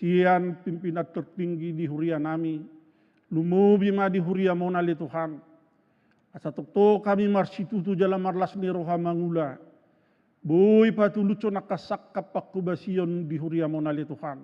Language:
Batak Toba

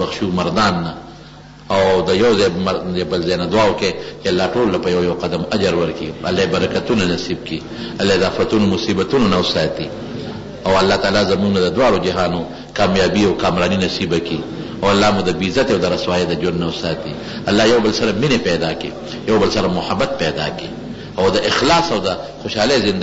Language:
Pashto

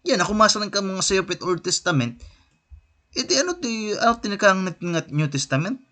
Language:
Waray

